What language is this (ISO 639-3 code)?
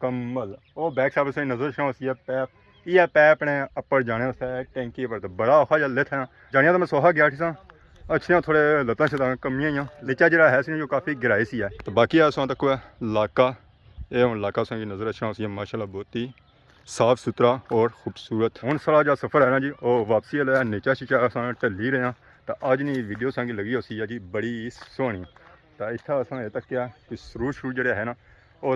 phr